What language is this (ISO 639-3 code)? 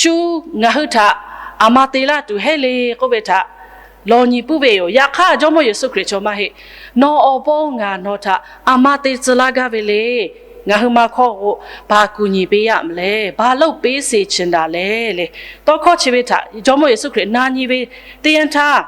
lhu